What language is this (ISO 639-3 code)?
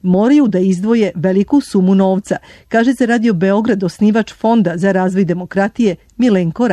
srp